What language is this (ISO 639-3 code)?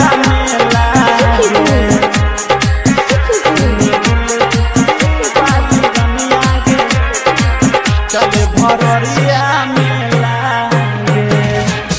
bho